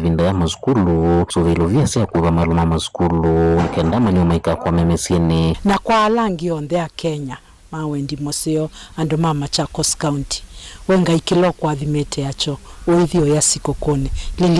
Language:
Kamba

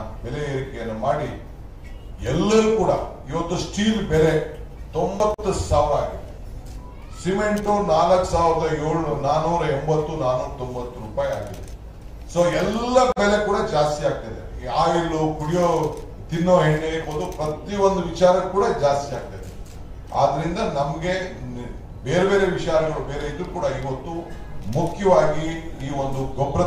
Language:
Kannada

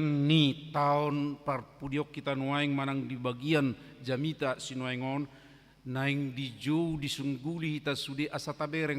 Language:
Batak Toba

